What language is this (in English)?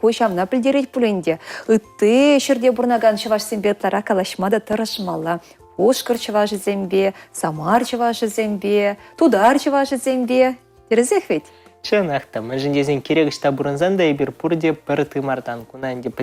Chuvash